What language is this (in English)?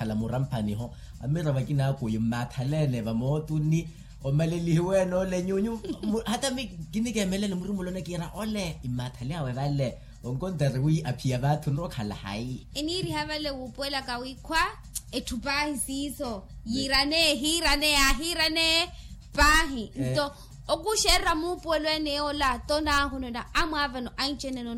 Makhuwa